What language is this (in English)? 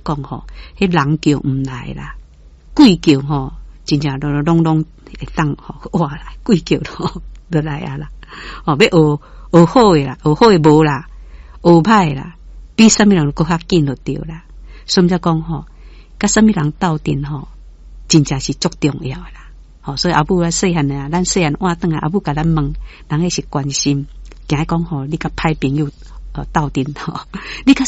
Min Nan Chinese